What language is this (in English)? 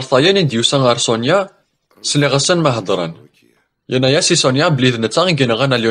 Kabyle